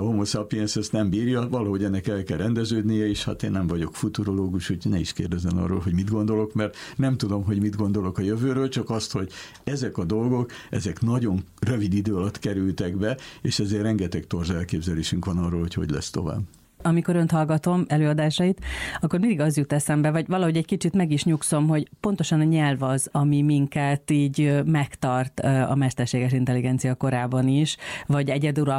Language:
Hungarian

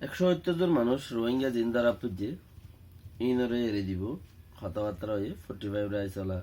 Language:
Rohingya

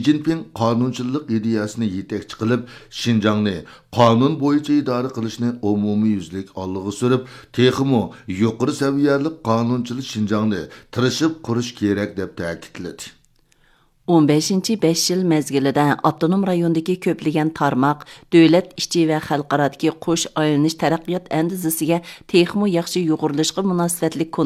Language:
Uyghur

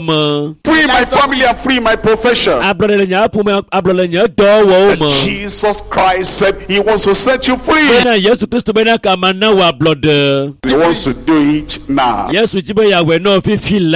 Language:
Ewe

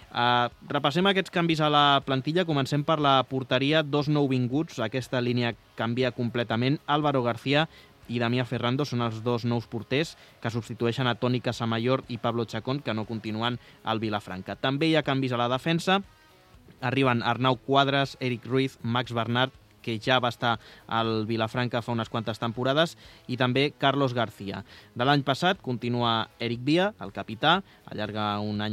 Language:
Catalan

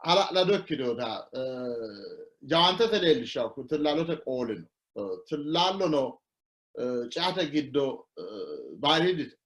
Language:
Sidamo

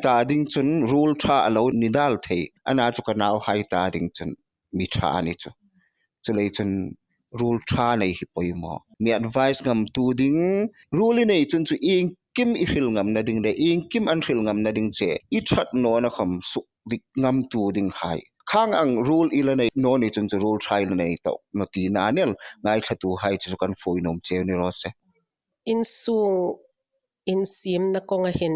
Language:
Hmar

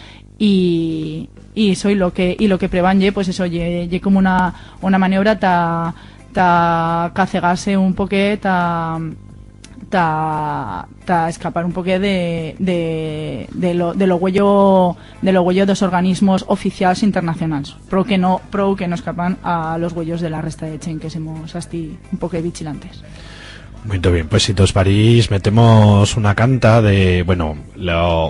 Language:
Aragonese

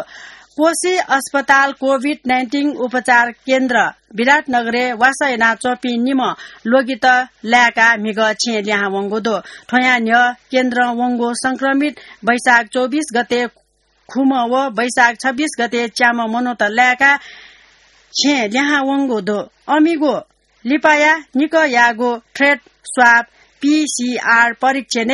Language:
Newari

